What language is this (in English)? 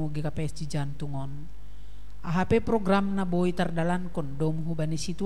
Batak Simalungun